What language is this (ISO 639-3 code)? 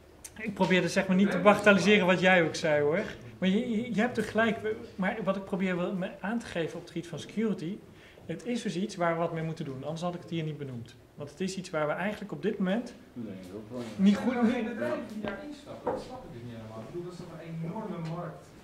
nld